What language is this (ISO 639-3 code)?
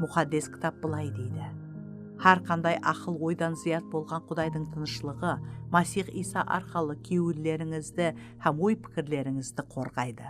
kaa